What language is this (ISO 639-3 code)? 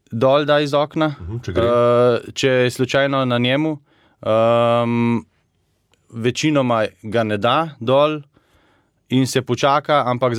slv